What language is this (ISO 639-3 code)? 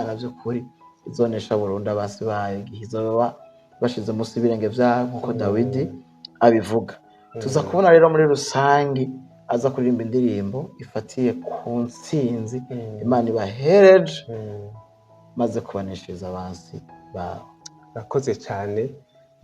run